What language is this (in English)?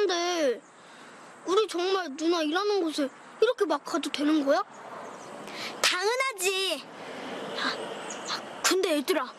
Korean